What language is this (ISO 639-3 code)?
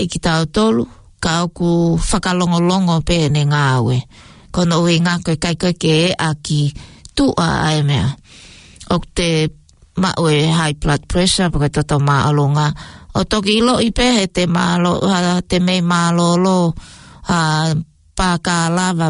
ton